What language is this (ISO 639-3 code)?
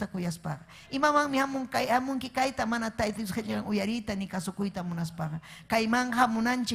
quy